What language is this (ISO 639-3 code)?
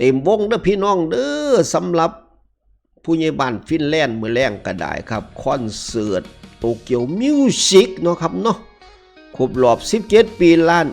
tts